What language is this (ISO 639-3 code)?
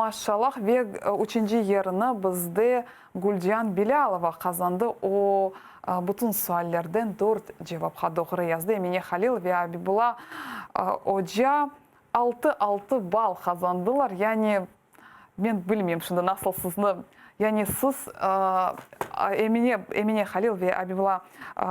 crh